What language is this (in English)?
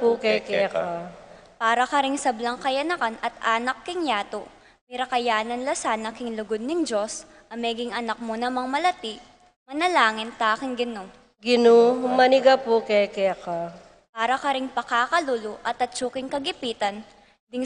Pampanga